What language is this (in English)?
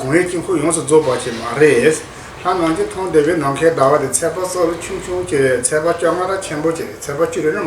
Tibetan